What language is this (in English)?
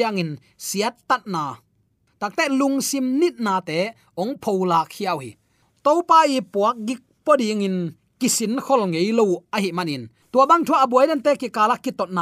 Tedim Chin